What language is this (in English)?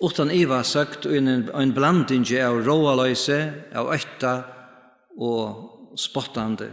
Faroese